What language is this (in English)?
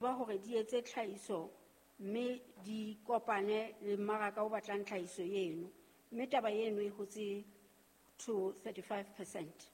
Southern Sotho